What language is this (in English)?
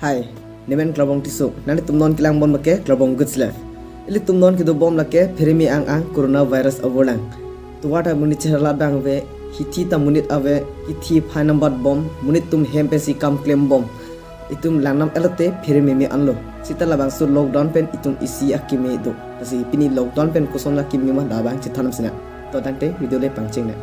Karbi